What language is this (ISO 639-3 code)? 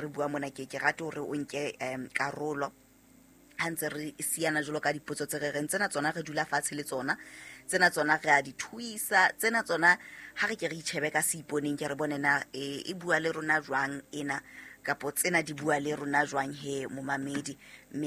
sot